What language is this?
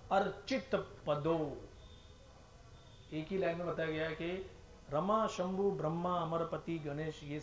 Hindi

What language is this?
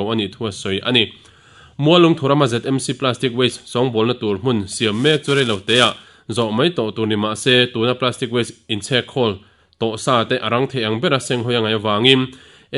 Mizo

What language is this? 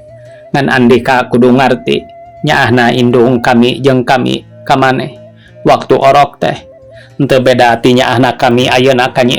Sundanese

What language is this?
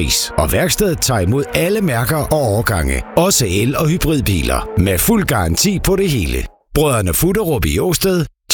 Danish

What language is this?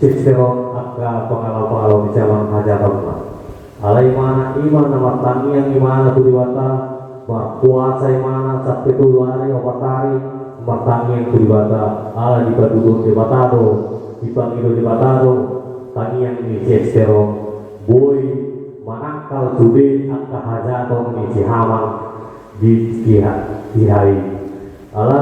Batak Toba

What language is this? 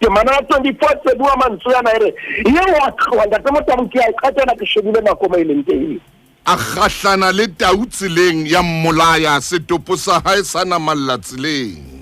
Southern Sotho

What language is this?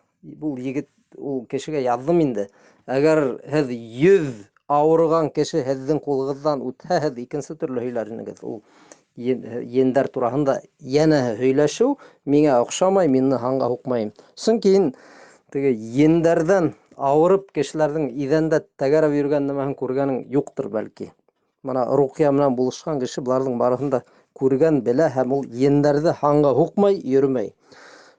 Bashkir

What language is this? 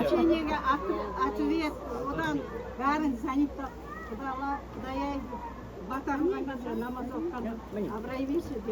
Kara-Kalpak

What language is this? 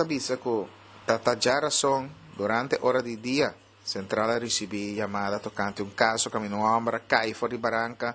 Papiamento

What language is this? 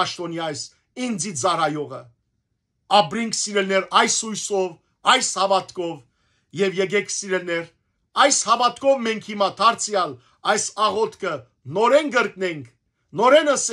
Western Armenian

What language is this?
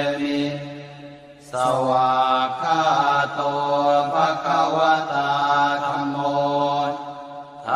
Pali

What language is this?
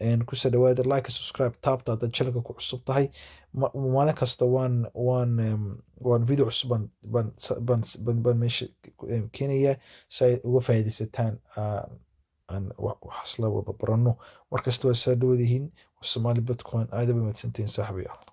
Somali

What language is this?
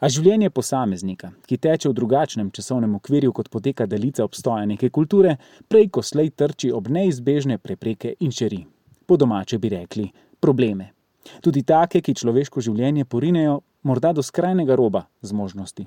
Slovenian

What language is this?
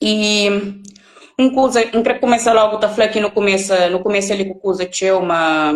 Kabuverdianu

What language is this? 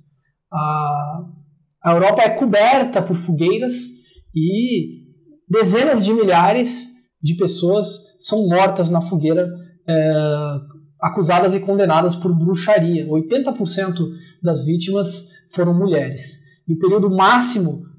Portuguese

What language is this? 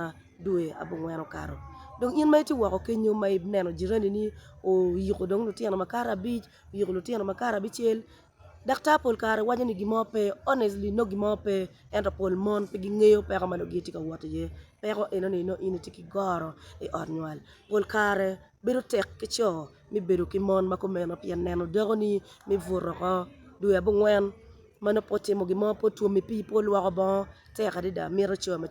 Acoli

